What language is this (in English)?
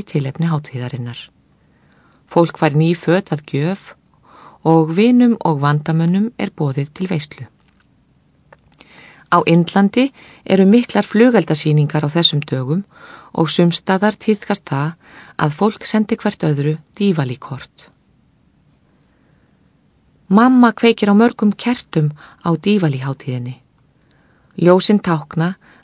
Icelandic